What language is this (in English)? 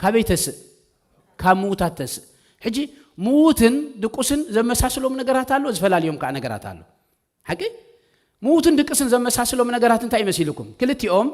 Tigrinya